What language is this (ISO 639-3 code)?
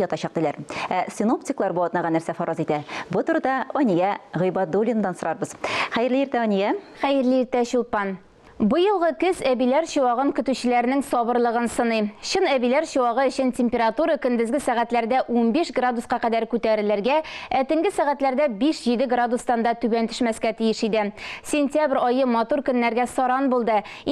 tat